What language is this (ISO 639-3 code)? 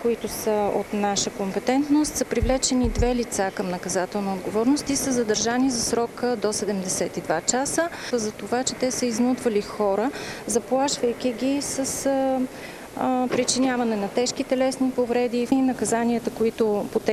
bul